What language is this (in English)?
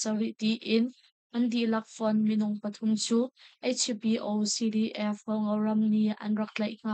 Hakha Chin